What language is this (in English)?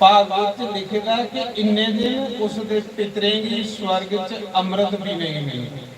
Dogri